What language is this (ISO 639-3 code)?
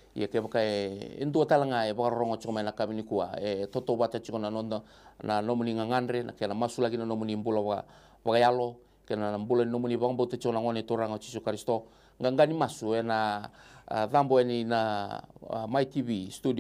fij